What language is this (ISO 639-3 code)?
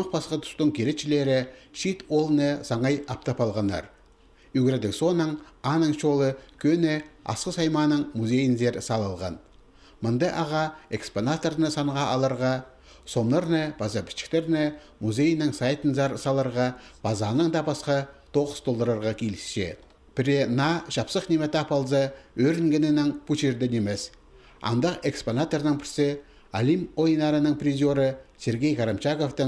kjh